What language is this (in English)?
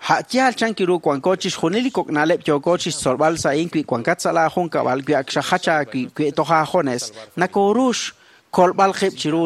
Kekchí